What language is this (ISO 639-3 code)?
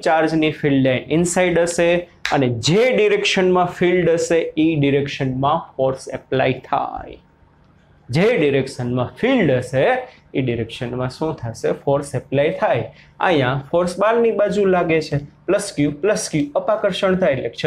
guj